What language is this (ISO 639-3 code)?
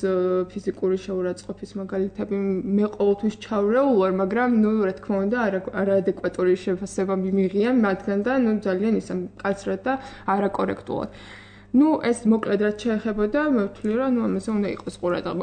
kat